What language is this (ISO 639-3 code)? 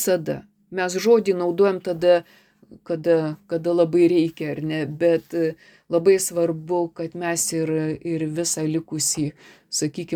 lit